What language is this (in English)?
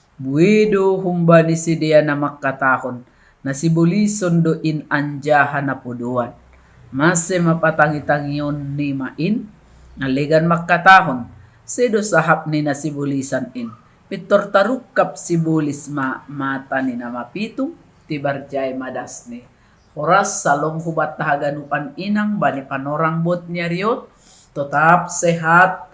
Batak Simalungun